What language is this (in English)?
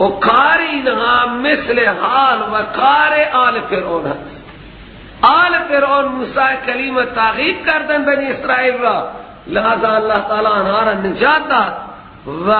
Persian